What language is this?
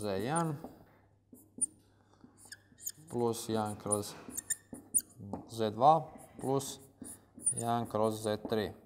Croatian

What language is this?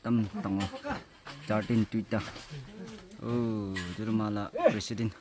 Naga Pidgin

